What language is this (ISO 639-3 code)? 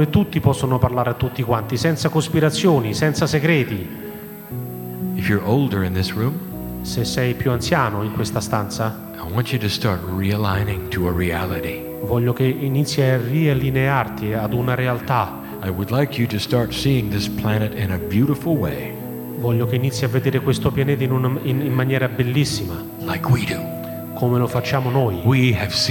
ita